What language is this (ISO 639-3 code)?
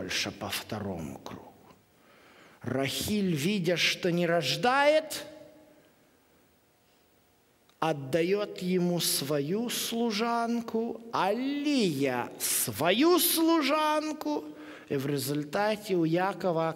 rus